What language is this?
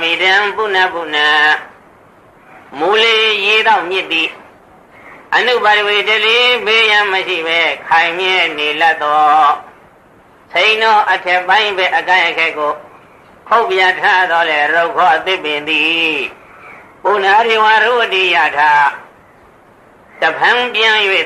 Burmese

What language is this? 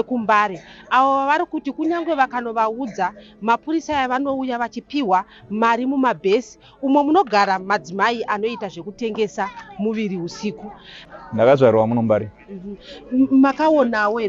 Shona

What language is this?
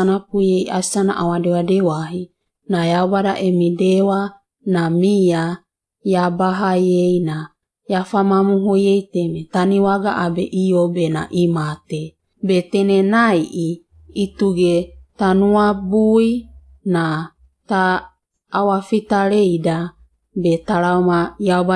Wagawaga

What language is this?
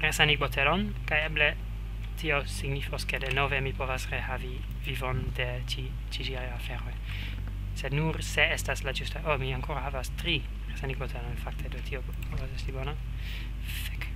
Esperanto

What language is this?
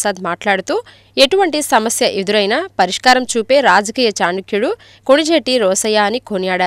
Telugu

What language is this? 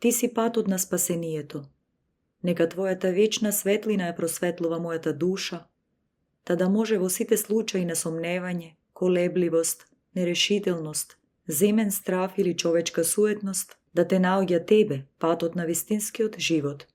Macedonian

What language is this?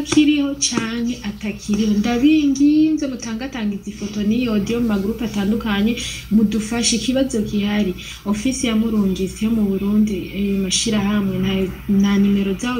Rundi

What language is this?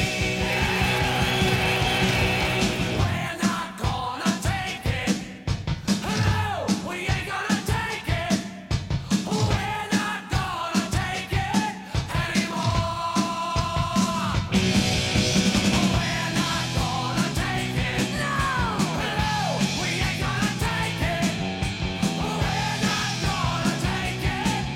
English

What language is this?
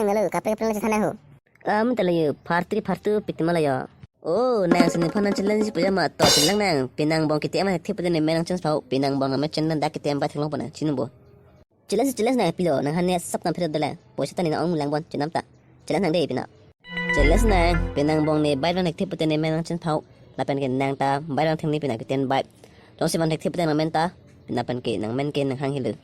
Karbi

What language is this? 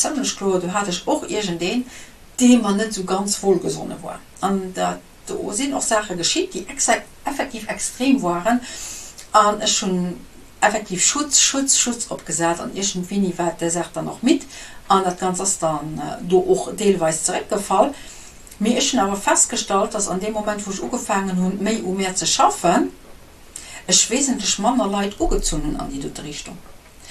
Luxembourgish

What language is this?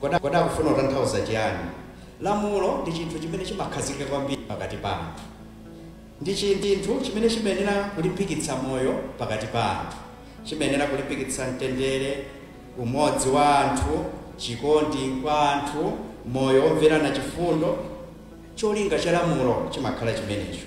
Nyanja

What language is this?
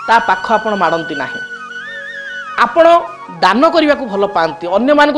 Odia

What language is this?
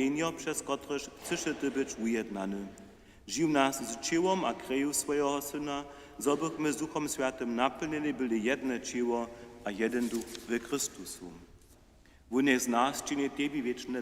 Upper Sorbian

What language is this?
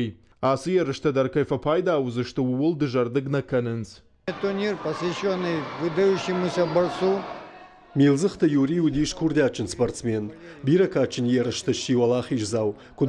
Ossetic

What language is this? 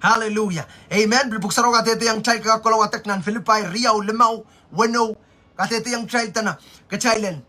Pohnpeian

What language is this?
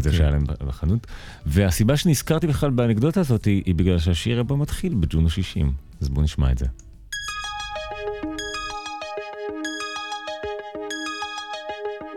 Hebrew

